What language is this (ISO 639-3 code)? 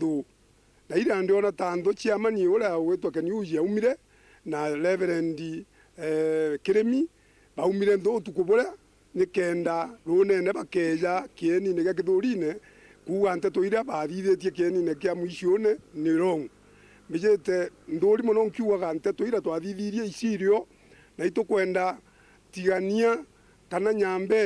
mer